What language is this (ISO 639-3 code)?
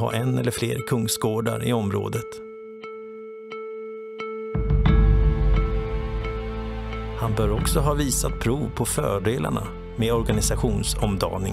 swe